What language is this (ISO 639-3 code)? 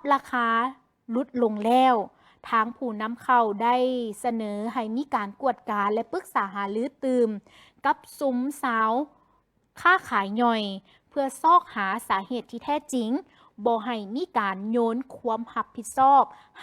lao